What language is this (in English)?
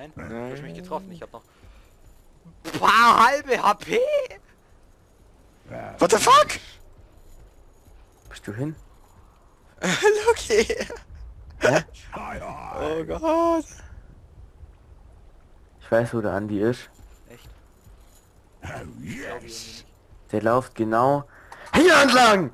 German